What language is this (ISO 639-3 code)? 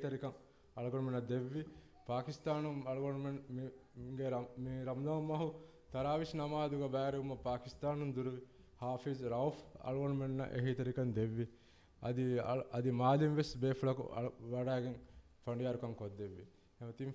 div